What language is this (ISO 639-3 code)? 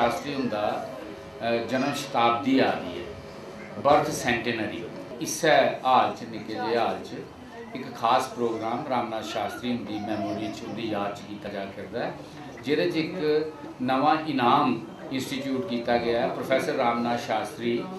doi